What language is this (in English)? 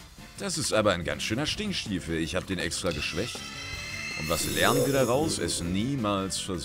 German